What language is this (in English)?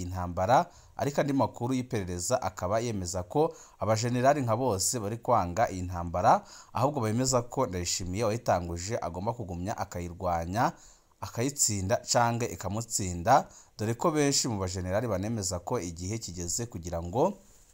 Rundi